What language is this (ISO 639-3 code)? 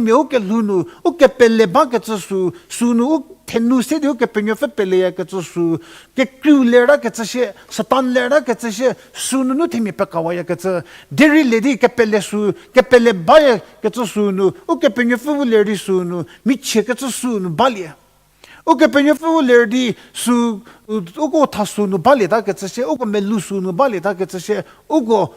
njm